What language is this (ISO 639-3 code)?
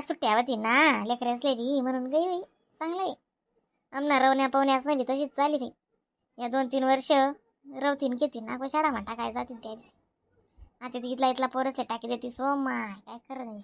khn